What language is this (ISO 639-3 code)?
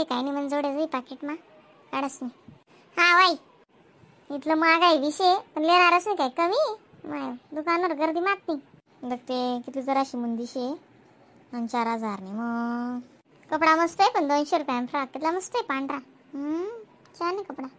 khn